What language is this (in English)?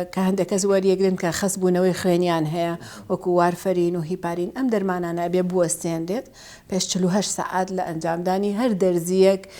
Central Kurdish